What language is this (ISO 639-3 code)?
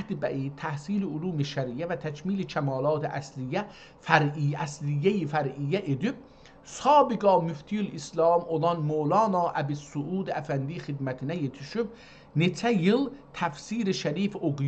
azb